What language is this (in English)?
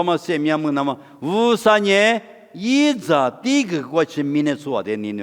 Lisu